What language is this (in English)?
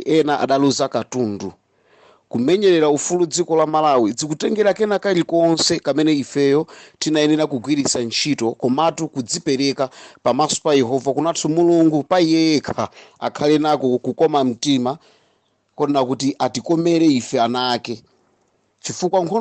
Nyanja